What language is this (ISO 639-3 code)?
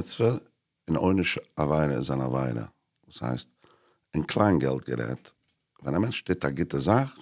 yid